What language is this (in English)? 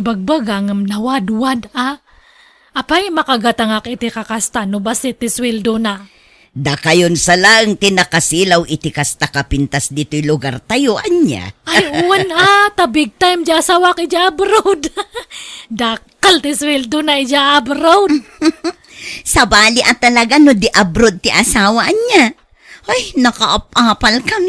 Iloko